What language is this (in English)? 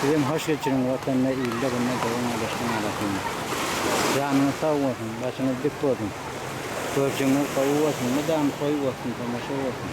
Turkmen